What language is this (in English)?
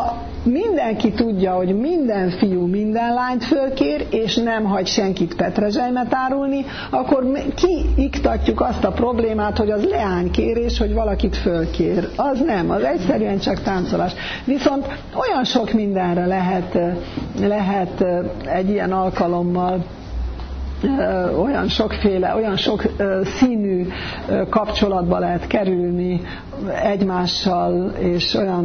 Hungarian